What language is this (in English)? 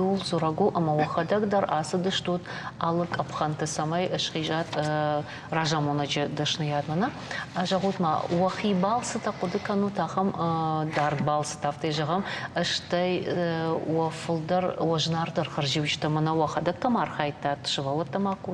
Ossetic